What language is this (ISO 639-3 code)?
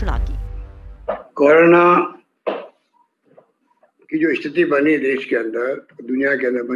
hin